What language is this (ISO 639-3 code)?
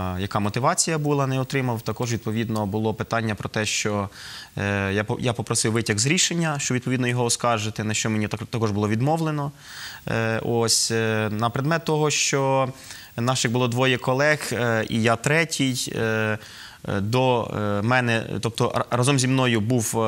ukr